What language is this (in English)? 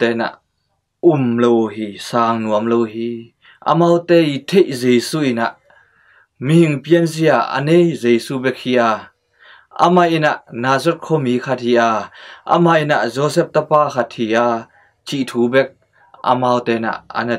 Tedim Chin